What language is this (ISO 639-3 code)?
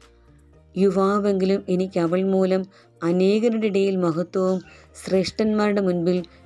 mal